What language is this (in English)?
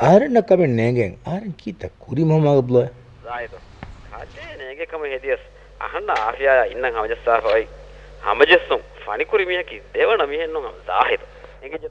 Divehi